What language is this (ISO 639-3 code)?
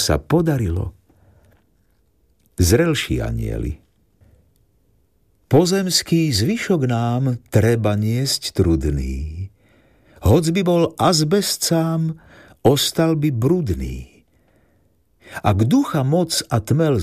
slk